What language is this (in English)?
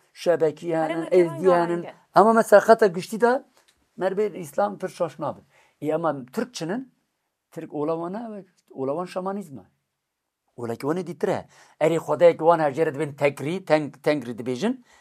Kurdish